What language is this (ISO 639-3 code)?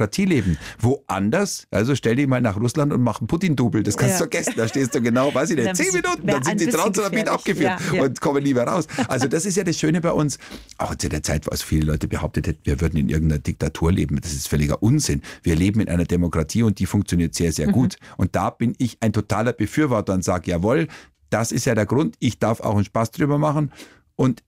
deu